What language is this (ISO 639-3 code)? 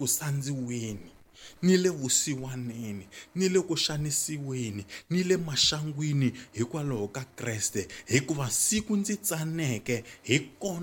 tso